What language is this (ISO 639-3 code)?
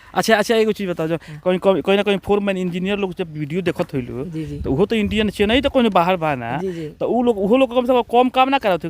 bho